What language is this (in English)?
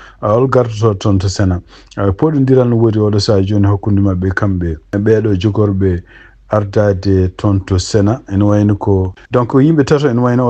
Fula